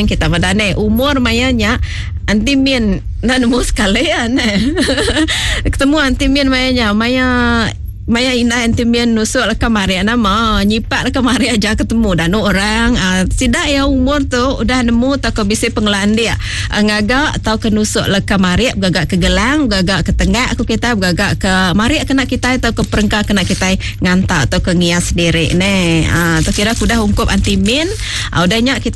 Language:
Iban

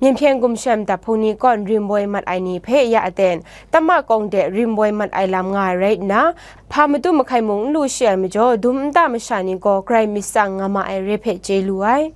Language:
Kachin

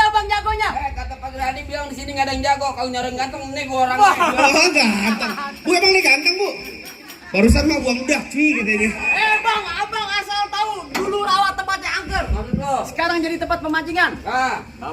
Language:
Betawi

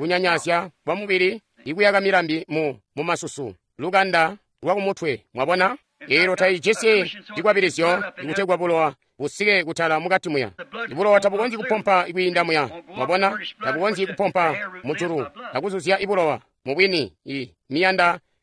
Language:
Tonga (Zambia)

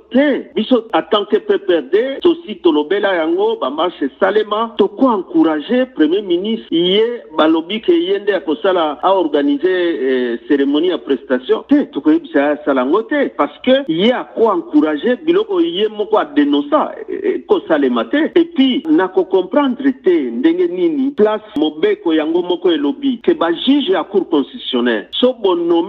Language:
Lingala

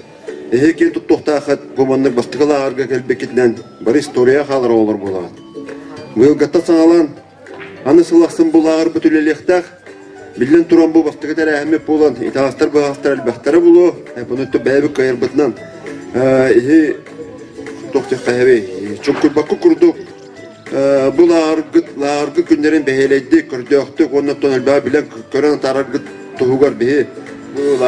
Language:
Yakut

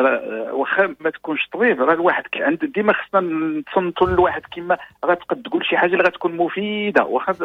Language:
Moroccan Arabic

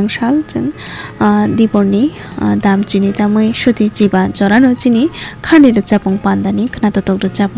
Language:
Kok Borok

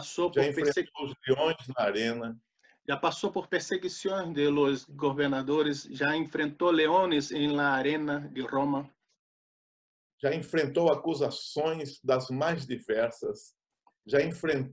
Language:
Portuguese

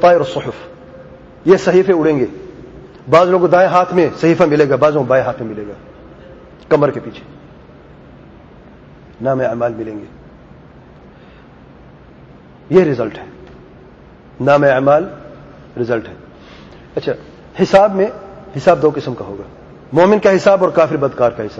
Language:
Urdu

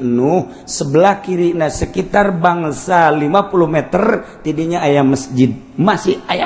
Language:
Sundanese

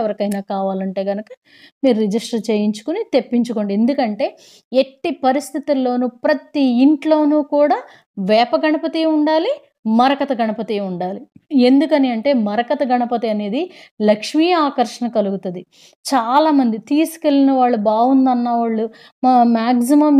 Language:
Telugu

